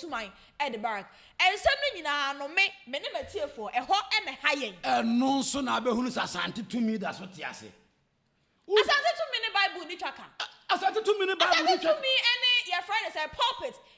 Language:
Akan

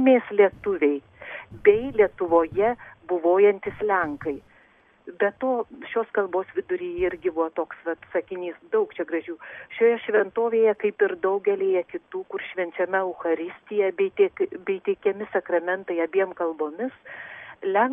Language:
Lithuanian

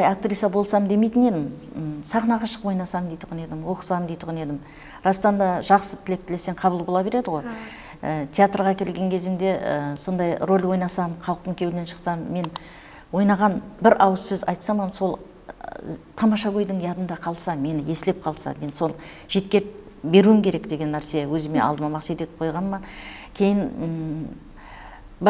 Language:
Kara-Kalpak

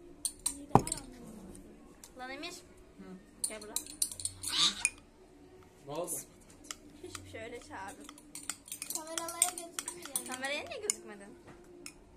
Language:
Turkish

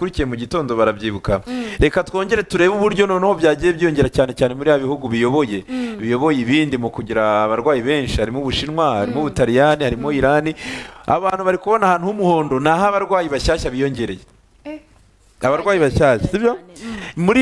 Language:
Kinyarwanda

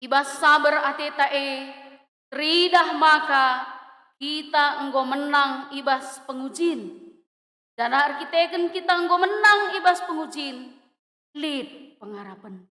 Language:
Batak Karo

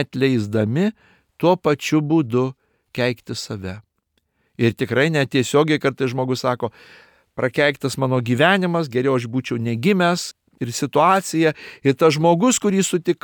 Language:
Lithuanian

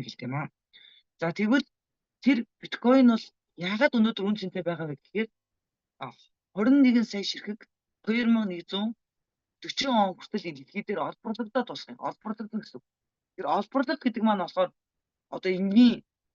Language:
Mongolian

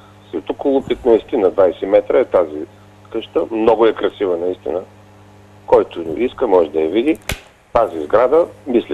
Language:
Bulgarian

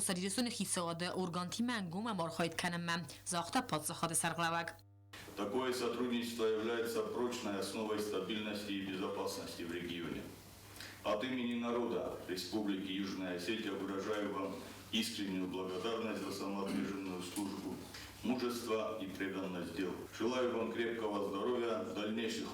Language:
Ossetic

